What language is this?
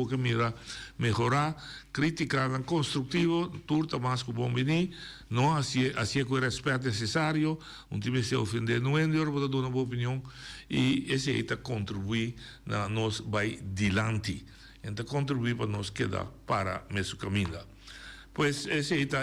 Papiamento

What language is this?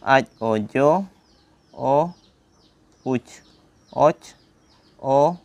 Santali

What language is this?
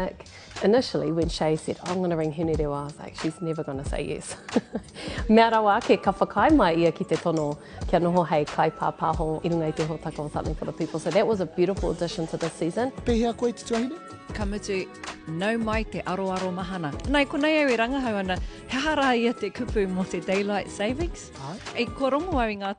Māori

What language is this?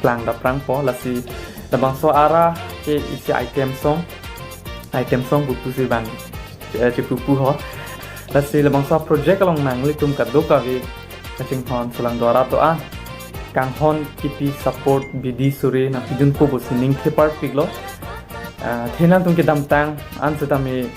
Karbi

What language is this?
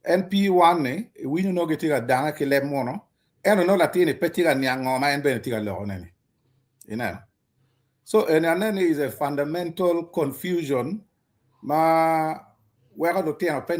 Acoli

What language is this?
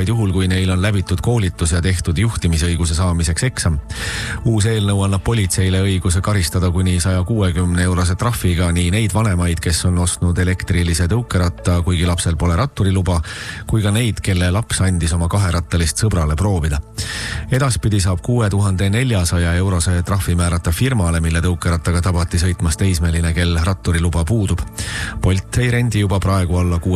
Estonian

